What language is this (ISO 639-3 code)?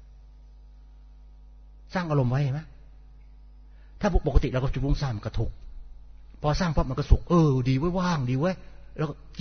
tha